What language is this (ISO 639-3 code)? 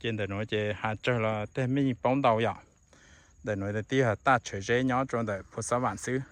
hmn